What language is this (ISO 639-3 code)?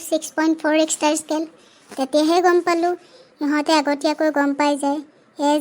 asm